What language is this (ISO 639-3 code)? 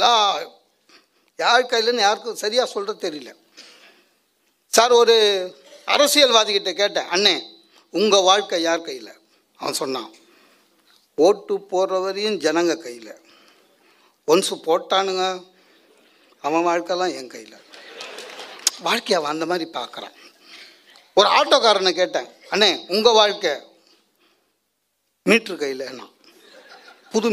tam